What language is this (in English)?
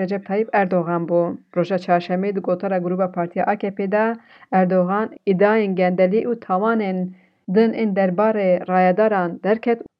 Kurdish